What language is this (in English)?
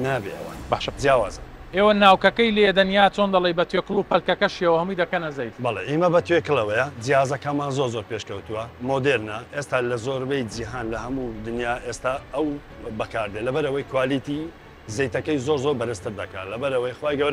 Central Kurdish